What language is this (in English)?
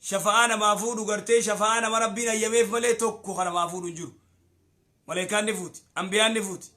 Oromo